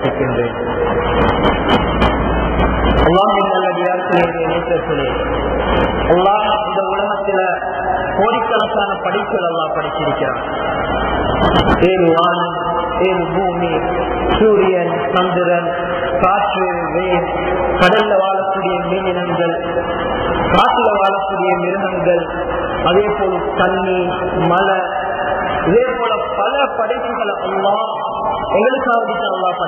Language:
Tamil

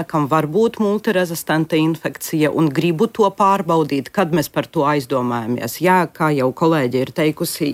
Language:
Latvian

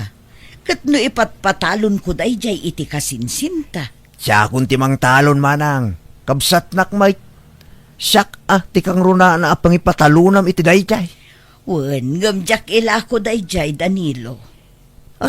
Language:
Iloko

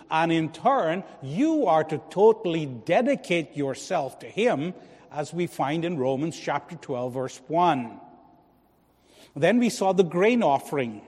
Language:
English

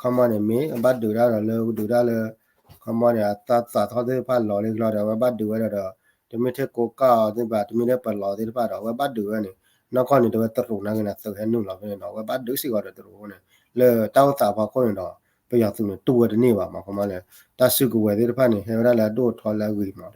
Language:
S'gaw Karen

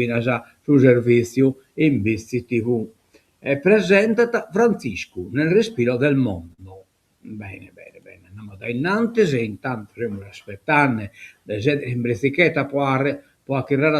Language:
Sardinian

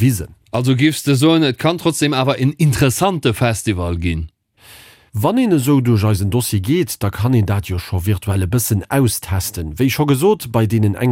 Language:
Luxembourgish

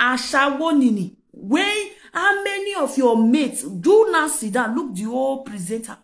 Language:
Nigerian Pidgin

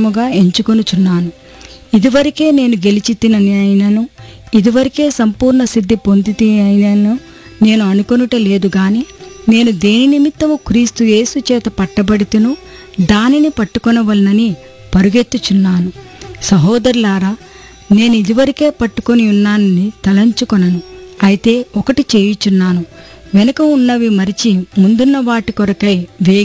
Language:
Telugu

